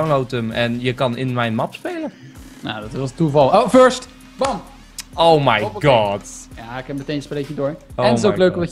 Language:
Dutch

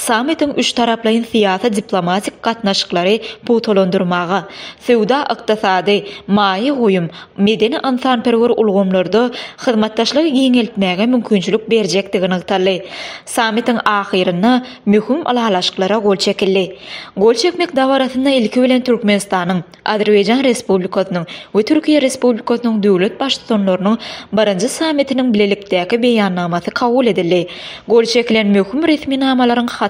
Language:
Turkmen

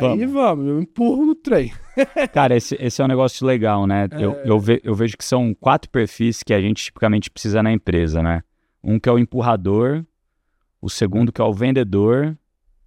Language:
Portuguese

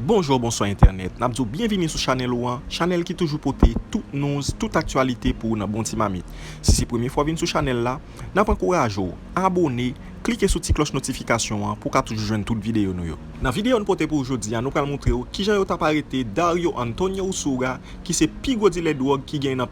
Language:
Haitian Creole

